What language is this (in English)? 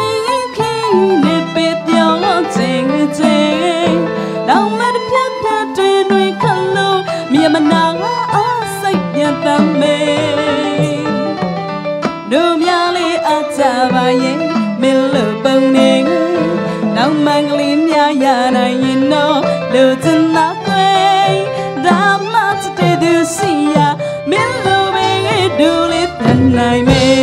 Burmese